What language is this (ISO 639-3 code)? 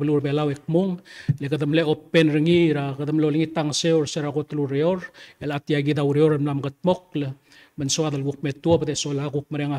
pau